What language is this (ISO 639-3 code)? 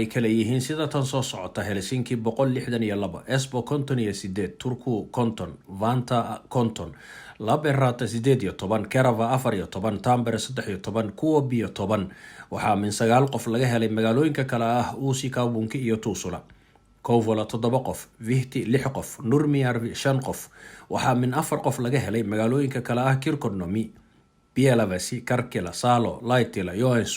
som